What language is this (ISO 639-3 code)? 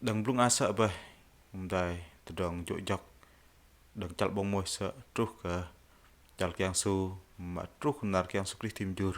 bdq